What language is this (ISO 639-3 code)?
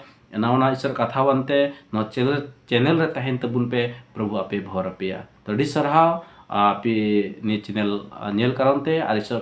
sat